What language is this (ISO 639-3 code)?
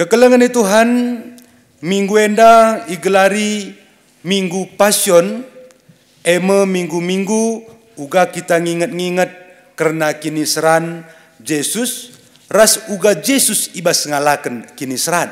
btx